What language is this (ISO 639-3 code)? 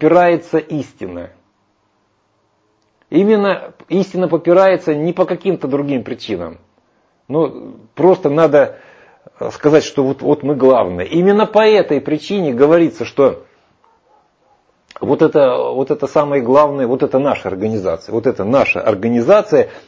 rus